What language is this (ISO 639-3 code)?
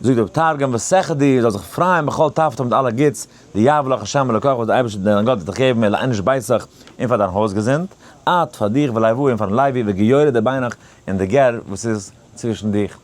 yid